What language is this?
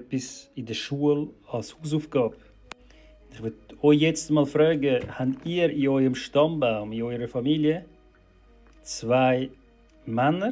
Swiss German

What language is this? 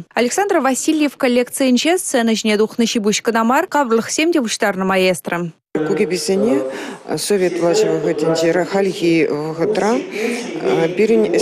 Chuvash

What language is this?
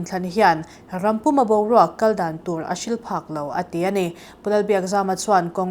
Mizo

